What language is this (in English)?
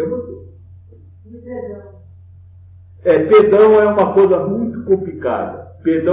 Portuguese